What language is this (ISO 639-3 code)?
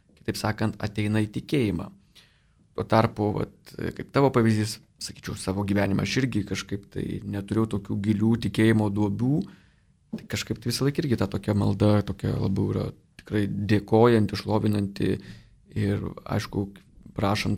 lit